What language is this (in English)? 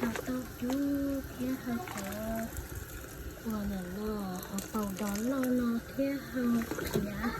Hmong